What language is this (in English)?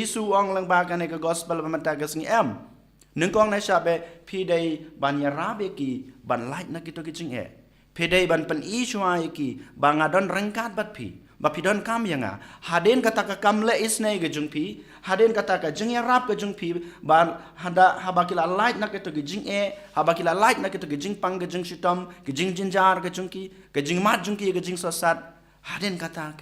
Khasi